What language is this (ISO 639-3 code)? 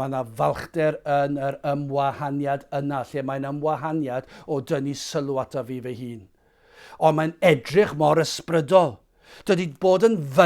cym